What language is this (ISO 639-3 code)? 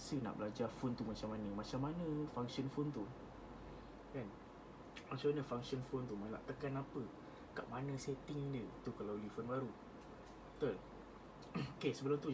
msa